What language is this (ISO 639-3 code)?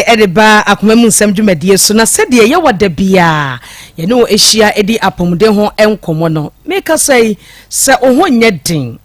aka